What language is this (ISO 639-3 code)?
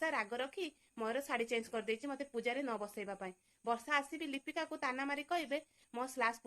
ori